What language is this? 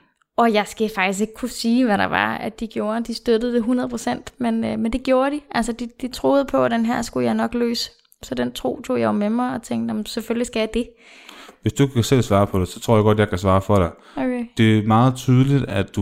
Danish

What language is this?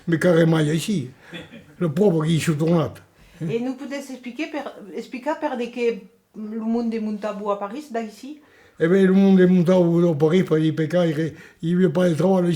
Occitan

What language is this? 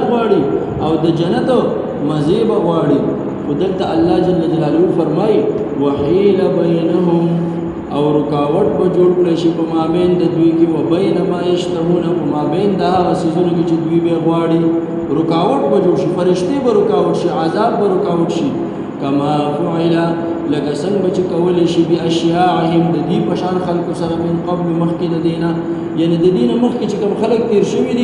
Pashto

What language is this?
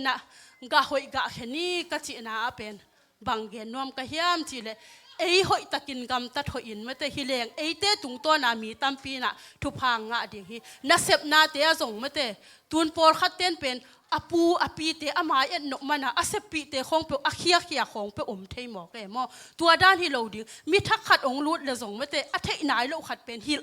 Tedim Chin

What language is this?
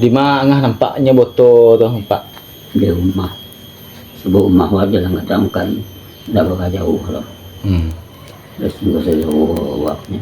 Minangkabau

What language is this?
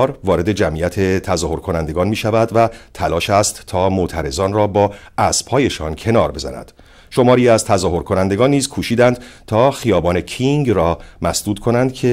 Persian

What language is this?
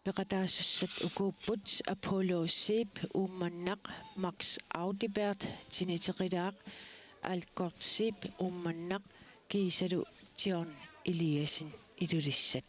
Kalaallisut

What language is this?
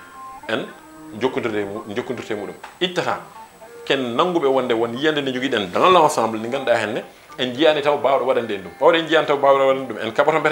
Fula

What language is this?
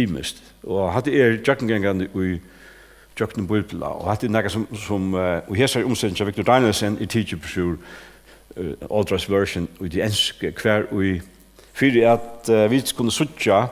Faroese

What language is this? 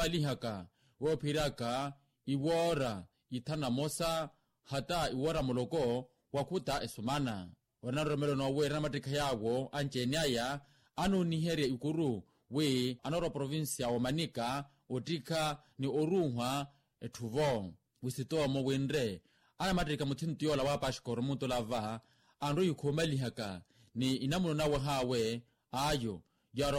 Makhuwa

